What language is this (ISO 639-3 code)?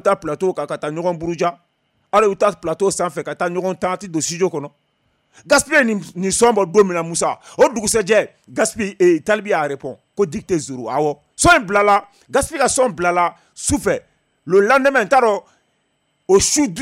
bam